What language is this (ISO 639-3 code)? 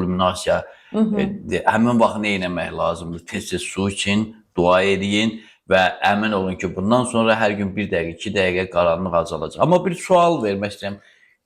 aze